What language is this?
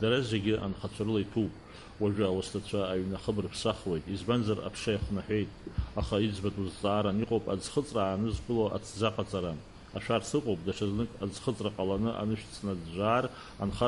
Abkhazian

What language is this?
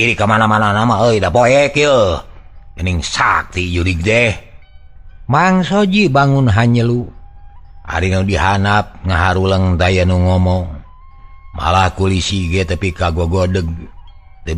Sundanese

